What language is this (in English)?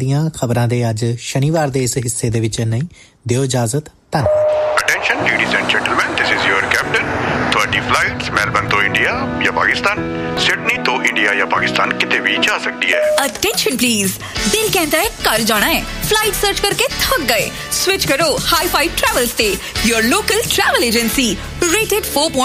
Punjabi